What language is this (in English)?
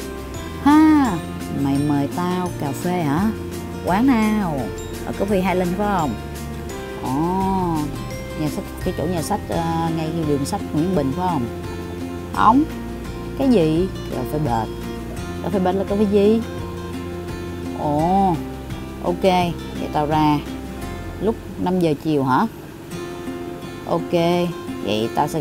Vietnamese